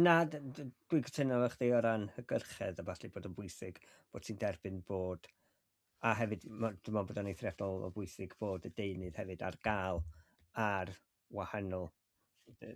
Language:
Welsh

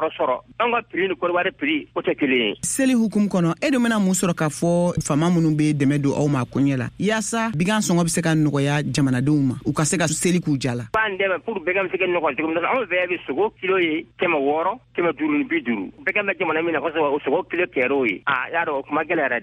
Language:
Bambara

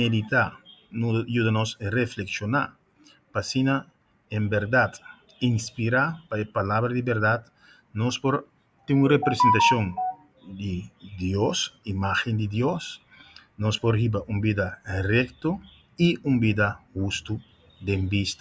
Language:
Papiamento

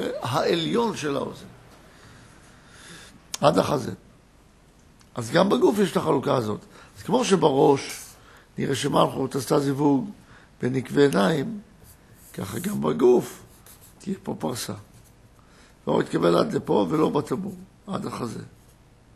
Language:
Hebrew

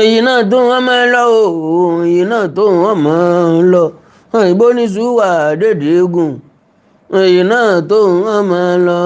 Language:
Yoruba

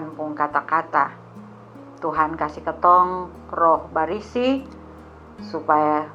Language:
Kupang Malay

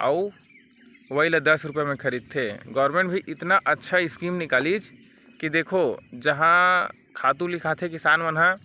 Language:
Chhattisgarhi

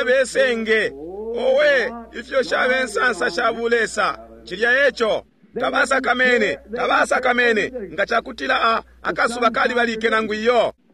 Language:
Bemba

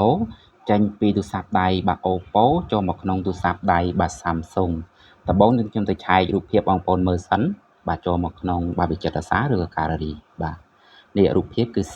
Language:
Khmer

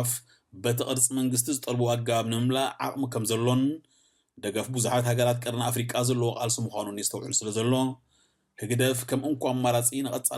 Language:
Tigrinya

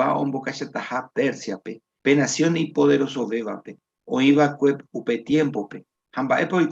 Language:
Guarani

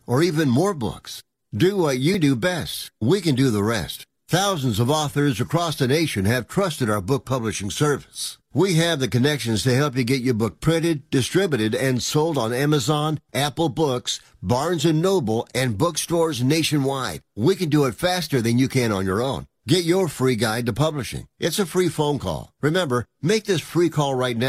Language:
English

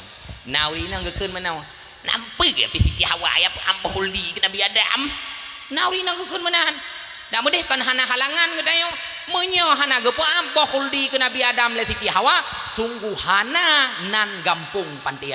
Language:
Achinese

